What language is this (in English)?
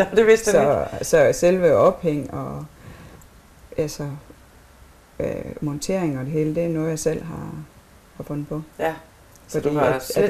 Danish